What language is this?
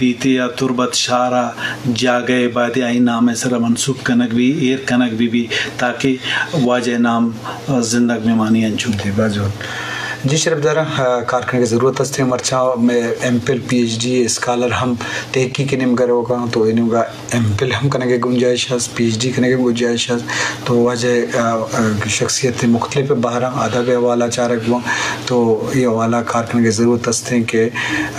Eastern Balochi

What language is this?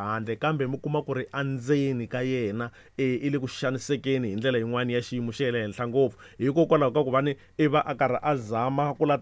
Tsonga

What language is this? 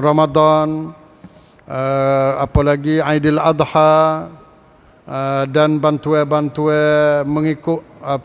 Malay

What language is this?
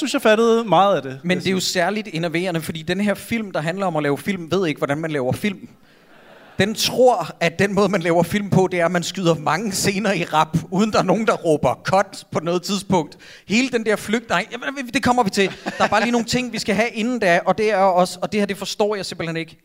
Danish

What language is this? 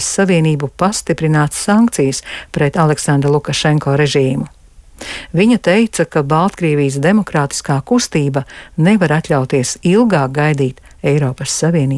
Latvian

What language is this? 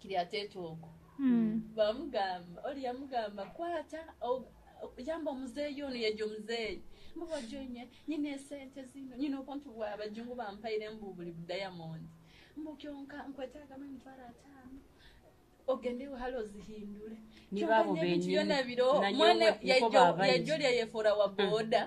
Nyoro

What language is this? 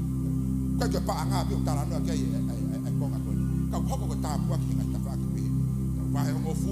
Tongan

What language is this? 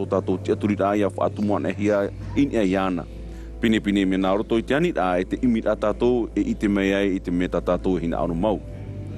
Tahitian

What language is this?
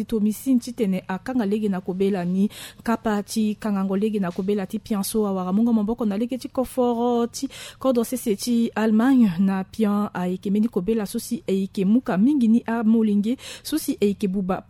Sango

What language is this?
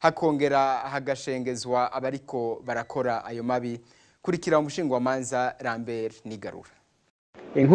Rundi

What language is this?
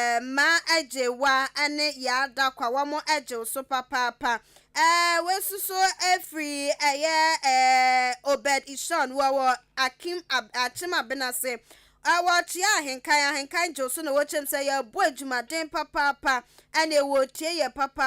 Akan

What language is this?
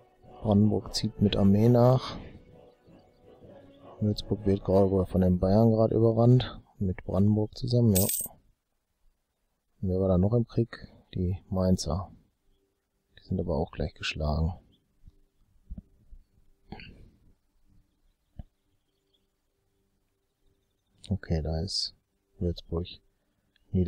German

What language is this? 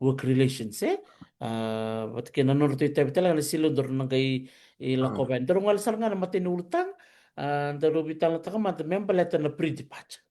Fijian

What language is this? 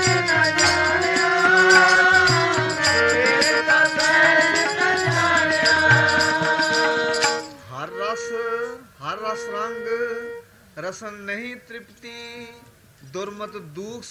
Punjabi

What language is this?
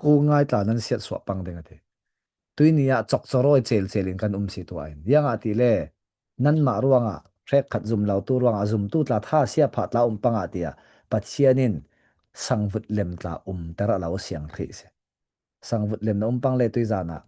Falam Chin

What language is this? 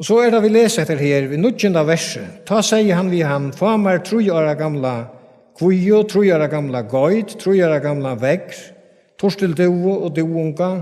Faroese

